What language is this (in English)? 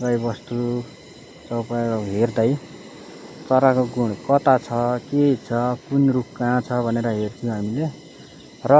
Nepali